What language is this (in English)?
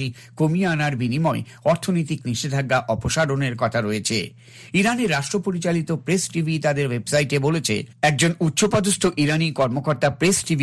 Bangla